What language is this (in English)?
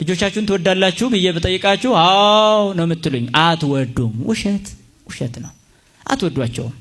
Amharic